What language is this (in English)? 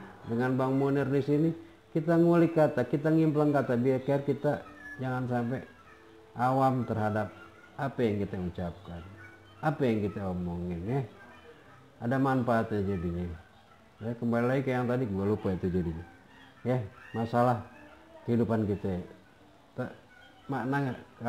Betawi